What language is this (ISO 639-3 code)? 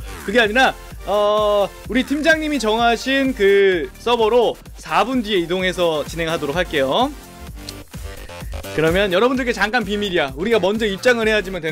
kor